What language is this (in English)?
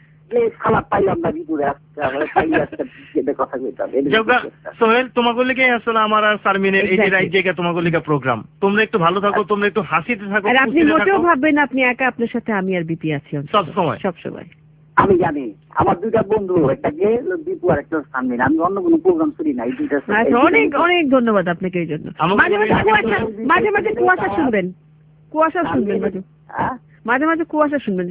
Bangla